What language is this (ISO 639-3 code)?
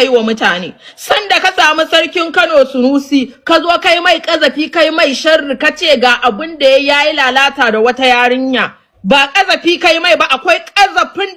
hau